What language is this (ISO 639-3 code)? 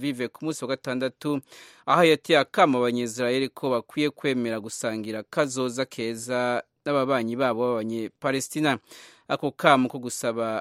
kin